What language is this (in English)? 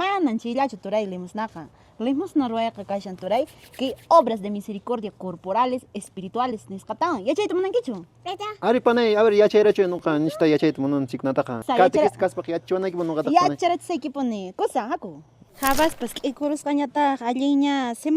Quechua